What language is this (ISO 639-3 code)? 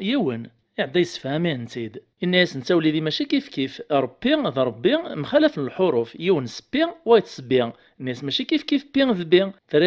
kab